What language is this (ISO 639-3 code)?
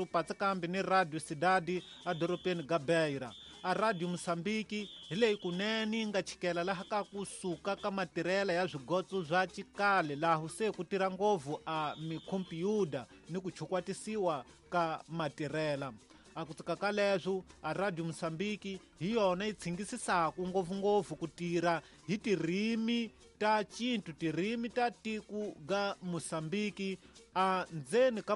tso